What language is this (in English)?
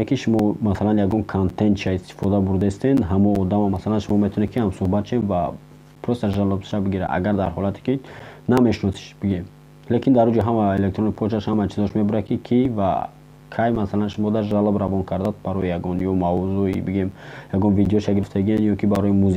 Tajik